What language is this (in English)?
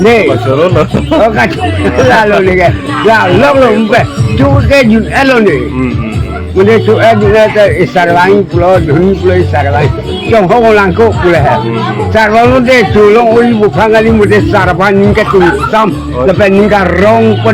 Karbi